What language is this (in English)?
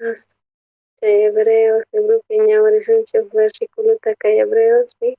South Bolivian Quechua